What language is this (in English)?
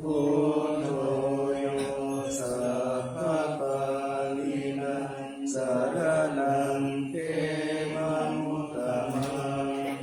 Pali